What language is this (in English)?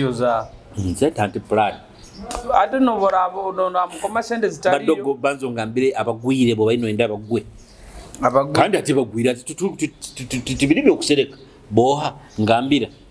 Nyoro